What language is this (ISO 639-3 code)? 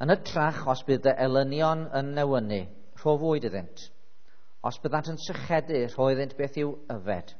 cym